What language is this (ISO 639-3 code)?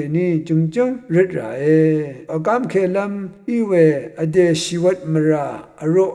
raw